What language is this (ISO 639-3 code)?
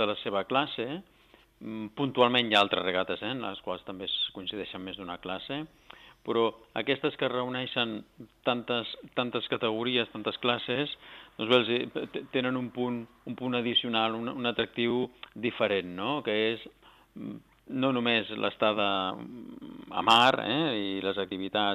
cat